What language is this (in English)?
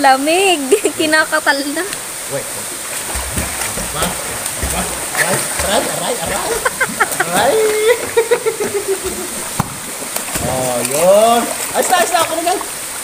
Filipino